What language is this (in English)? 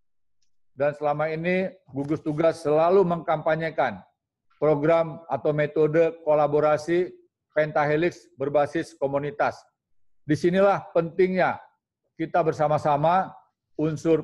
Indonesian